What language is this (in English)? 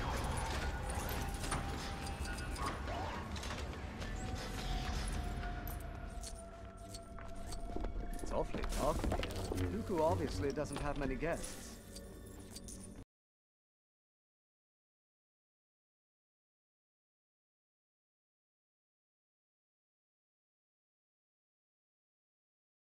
English